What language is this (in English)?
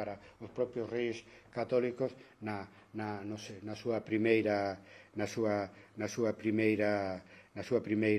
Galician